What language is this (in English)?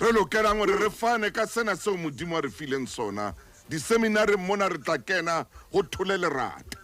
Southern Sotho